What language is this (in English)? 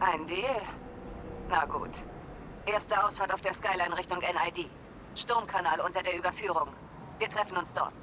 Bavarian